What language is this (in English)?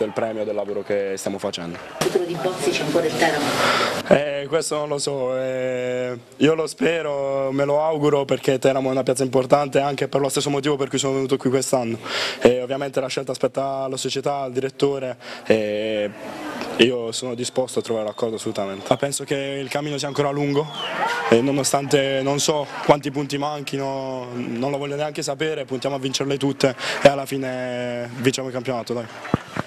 Italian